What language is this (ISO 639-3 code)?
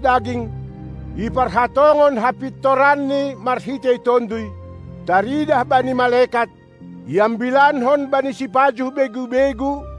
bts